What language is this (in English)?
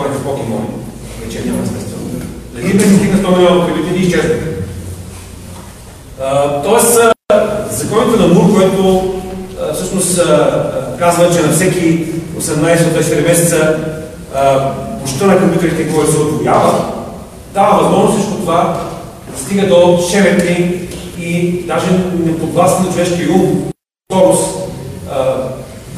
Bulgarian